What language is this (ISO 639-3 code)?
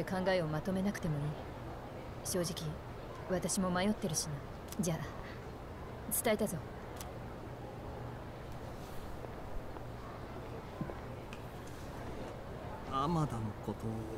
jpn